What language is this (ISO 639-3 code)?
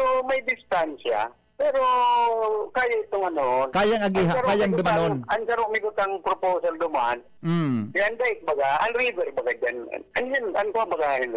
bik